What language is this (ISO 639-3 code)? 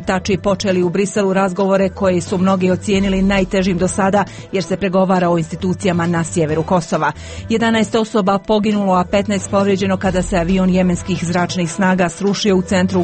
hrv